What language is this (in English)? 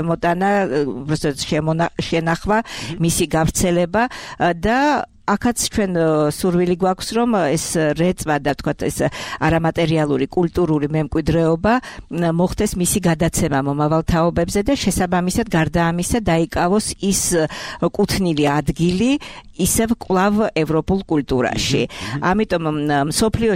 Georgian